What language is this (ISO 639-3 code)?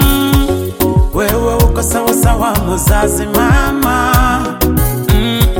swa